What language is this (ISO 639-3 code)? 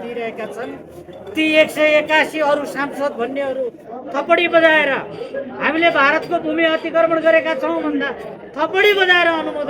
nep